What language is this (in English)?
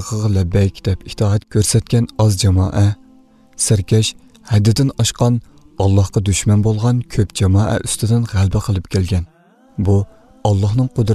Uyghur